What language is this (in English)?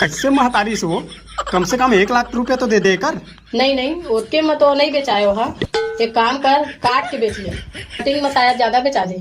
Chhattisgarhi